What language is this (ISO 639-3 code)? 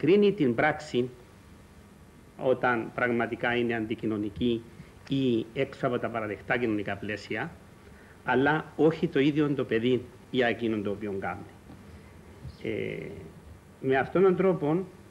ell